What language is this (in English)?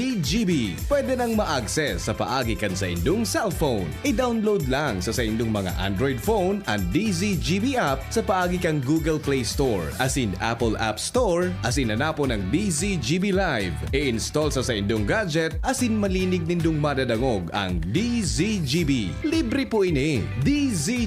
Bikol